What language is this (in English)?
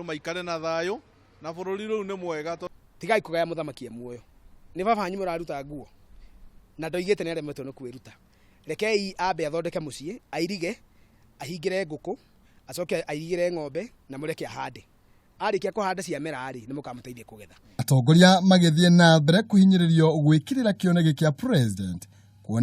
Kikuyu